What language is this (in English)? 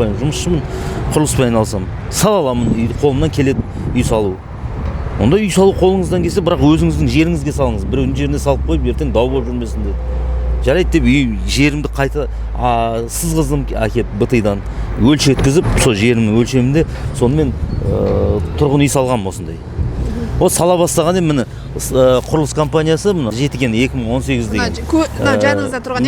Kazakh